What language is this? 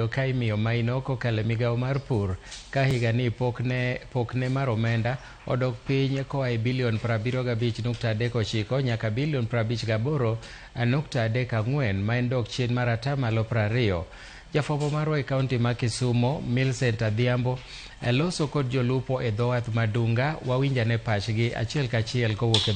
Luo (Kenya and Tanzania)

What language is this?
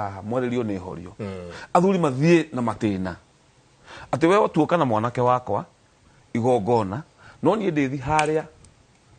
Kikuyu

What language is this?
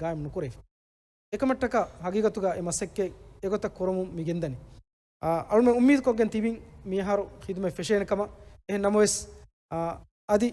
Divehi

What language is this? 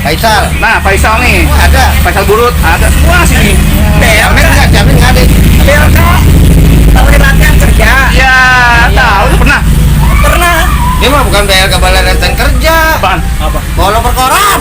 Betawi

